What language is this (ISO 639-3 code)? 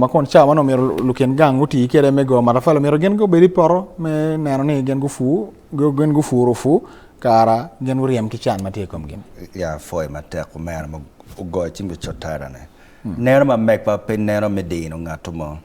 ach